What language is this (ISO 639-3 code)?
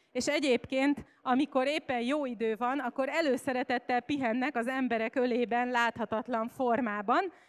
hun